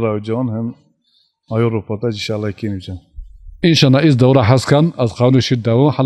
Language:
Zaza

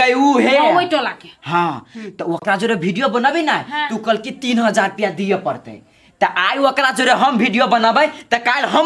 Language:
Maithili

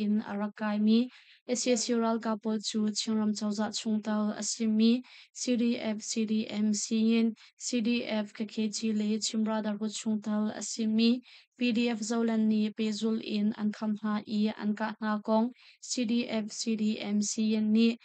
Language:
Hakha Chin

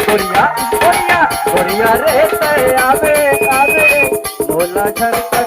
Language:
Chhattisgarhi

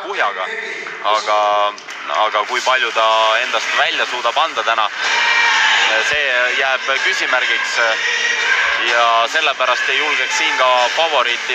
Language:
Estonian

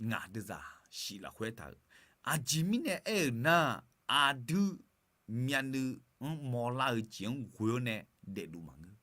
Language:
Akha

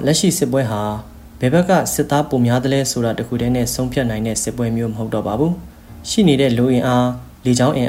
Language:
Burmese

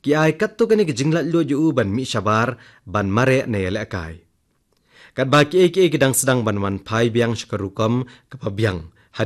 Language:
Khasi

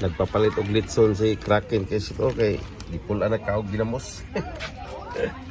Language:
Cebuano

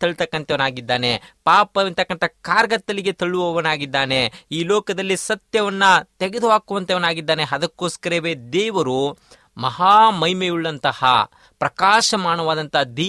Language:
Kannada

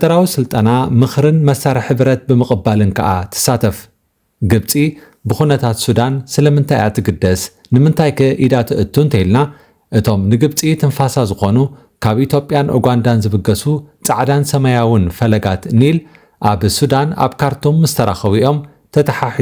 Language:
Tigrinya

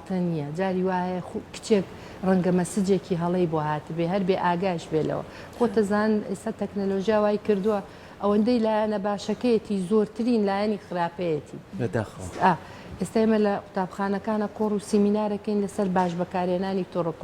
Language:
Central Kurdish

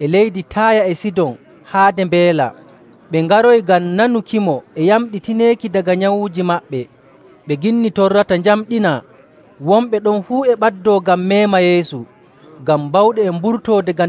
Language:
Nigerian Fulfulde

